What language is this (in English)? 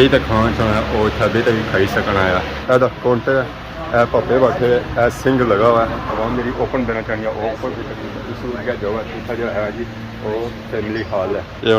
Pahari-Potwari